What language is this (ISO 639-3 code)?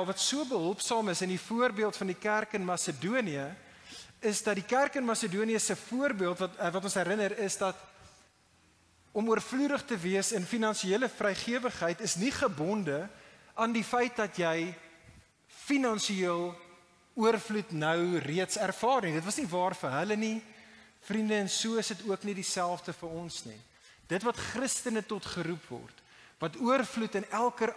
afr